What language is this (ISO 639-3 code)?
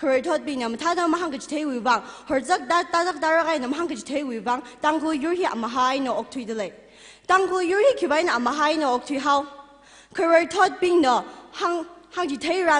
nmf